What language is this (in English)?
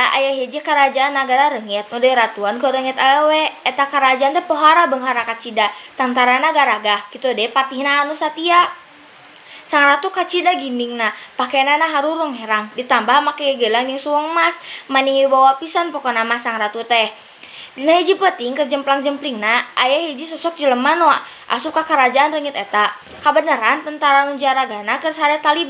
Sundanese